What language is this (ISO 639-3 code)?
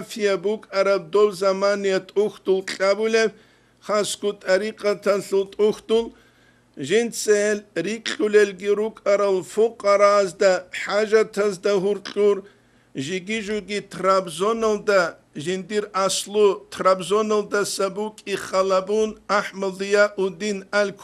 ava